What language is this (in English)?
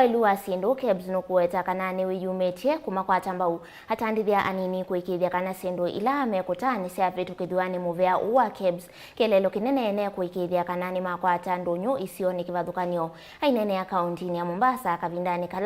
Kamba